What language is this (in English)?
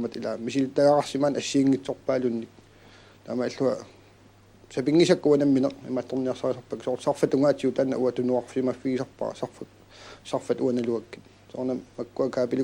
Kalaallisut